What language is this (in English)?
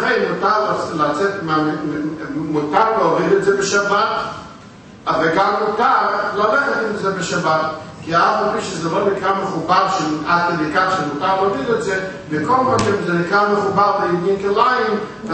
Hebrew